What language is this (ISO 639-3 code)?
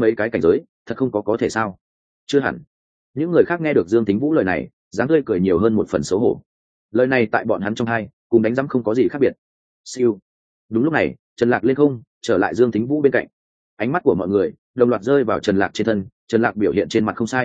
vie